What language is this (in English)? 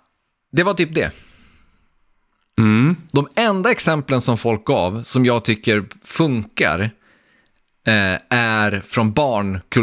Swedish